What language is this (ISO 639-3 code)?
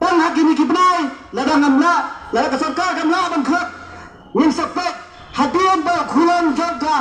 kha